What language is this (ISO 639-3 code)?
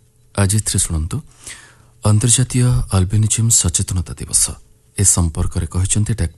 ori